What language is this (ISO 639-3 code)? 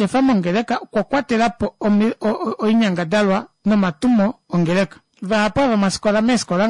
kua